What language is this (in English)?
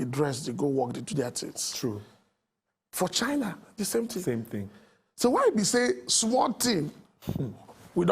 Nigerian Pidgin